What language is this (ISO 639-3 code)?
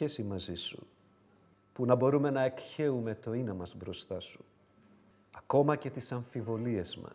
ell